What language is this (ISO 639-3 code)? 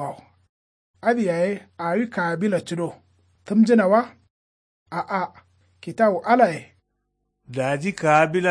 kau